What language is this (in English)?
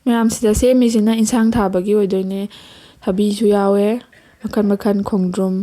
Manipuri